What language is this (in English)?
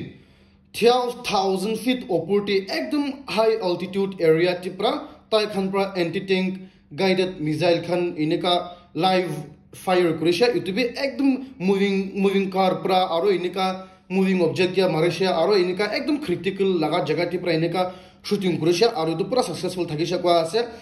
Naga Pidgin